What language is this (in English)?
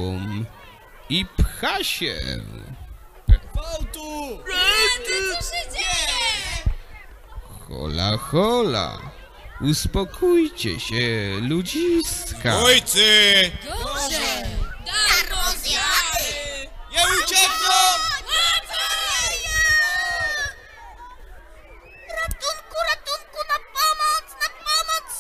Polish